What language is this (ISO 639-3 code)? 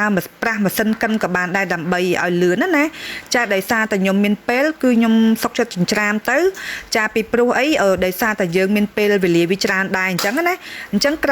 khm